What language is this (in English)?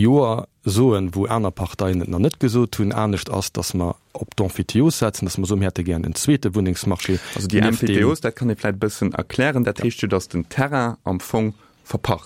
Luxembourgish